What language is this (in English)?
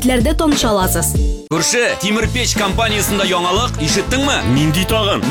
Tatar